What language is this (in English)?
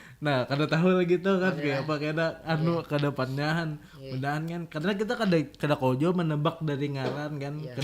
Banjar